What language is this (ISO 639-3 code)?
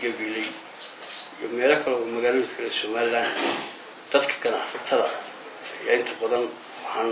som